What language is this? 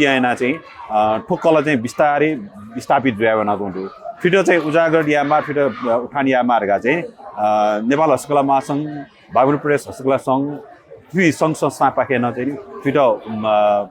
Newari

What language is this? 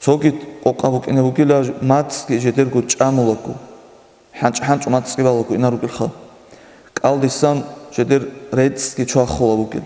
Avaric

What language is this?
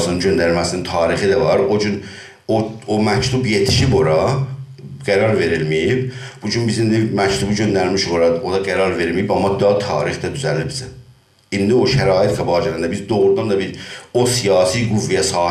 South Azerbaijani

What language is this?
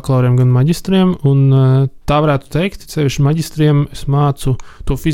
Latvian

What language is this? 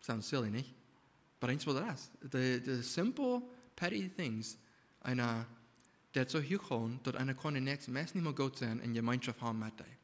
Plautdietsch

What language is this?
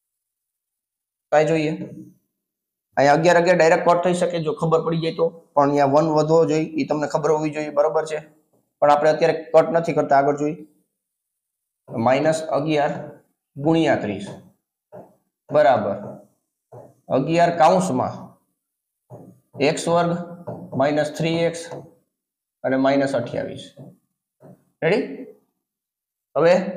Gujarati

